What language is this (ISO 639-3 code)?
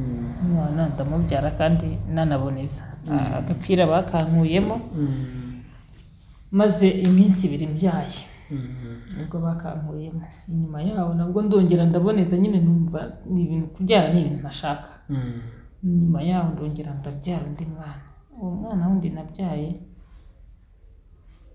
kin